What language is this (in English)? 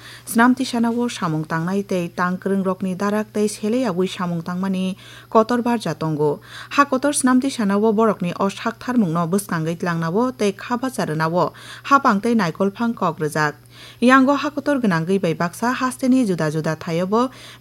Kok Borok